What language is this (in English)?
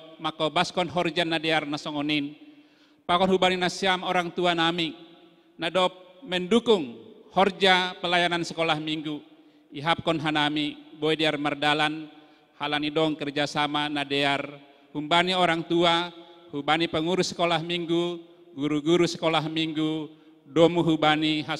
Batak Simalungun